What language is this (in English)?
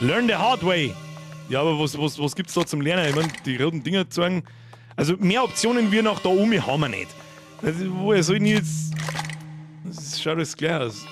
Bavarian